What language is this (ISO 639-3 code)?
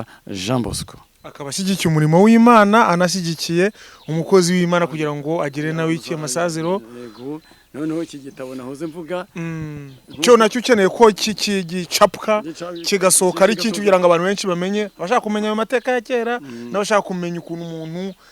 kin